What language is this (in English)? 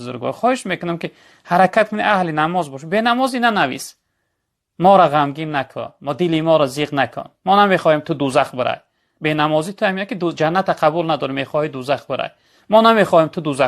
Tajik